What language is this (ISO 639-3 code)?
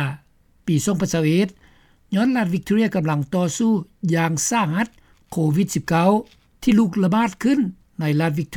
lao